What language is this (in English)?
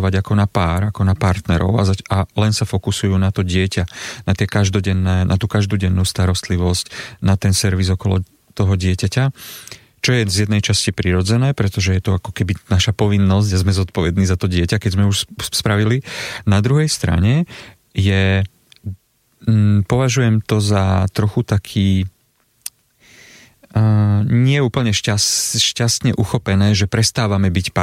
Slovak